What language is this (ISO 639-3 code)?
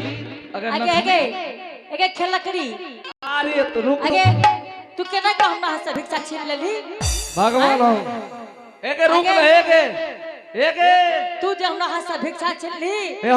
anp